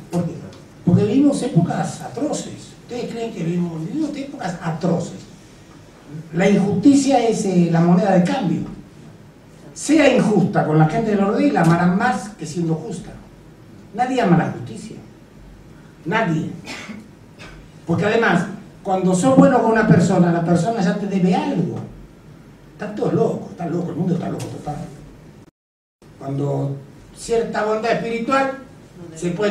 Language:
Spanish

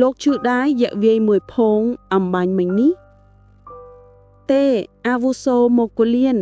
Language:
Khmer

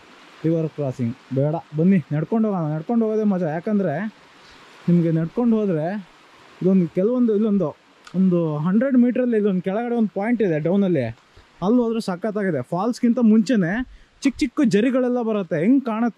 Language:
Kannada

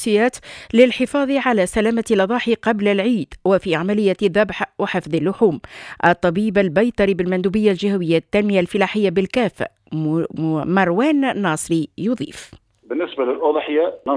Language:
Tunisian Arabic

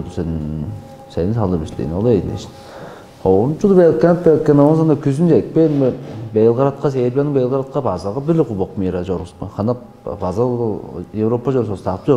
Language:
Tuvinian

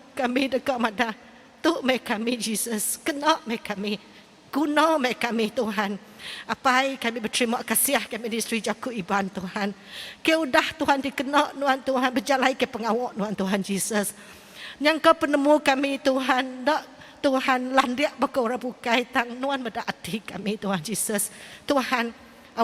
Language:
Iban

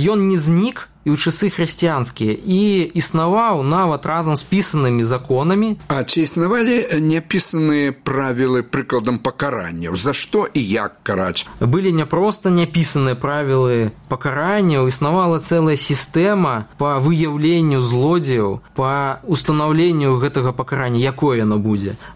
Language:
Belarusian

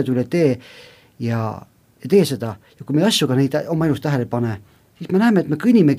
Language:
Estonian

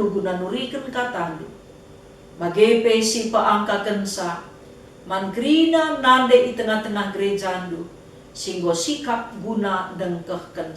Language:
Batak Karo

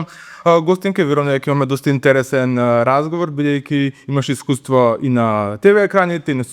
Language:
Macedonian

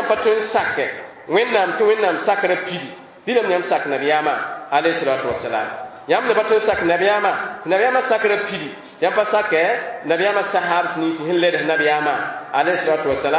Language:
Mossi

